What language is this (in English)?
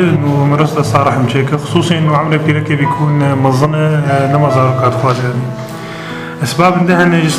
Kurdish